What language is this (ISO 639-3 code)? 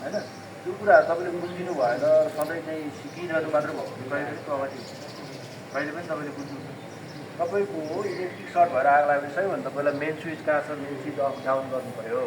nep